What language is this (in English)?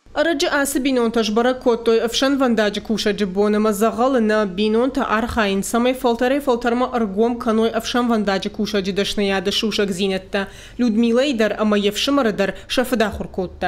Ossetic